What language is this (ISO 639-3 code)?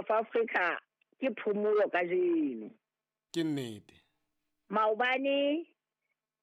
sot